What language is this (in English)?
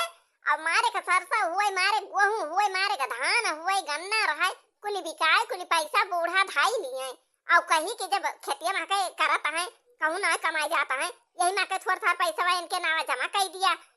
Awadhi